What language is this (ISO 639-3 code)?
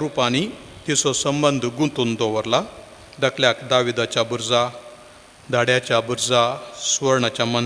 kok